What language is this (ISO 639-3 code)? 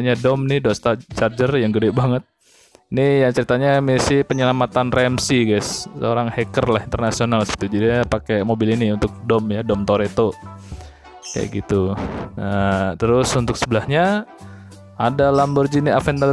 ind